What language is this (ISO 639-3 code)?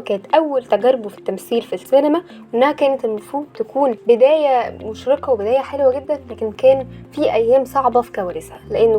arz